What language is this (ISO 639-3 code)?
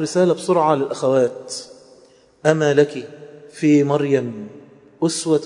ara